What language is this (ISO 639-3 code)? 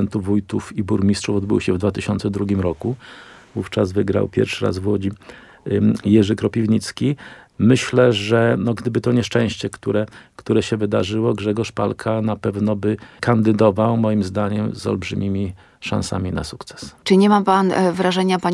pol